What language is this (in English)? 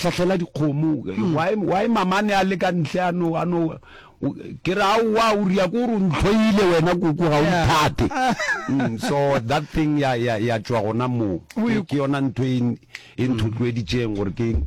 Northern Sotho